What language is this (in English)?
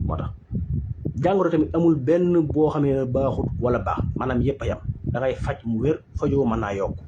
Wolof